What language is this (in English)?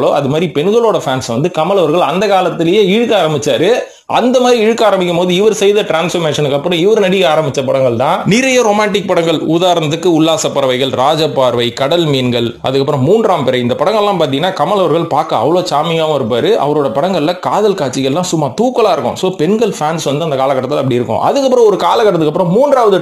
Tamil